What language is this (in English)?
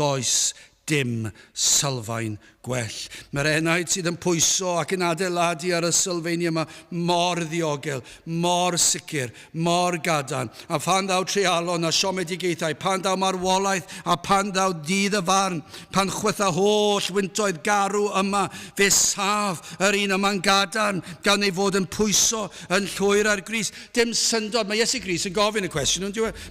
Welsh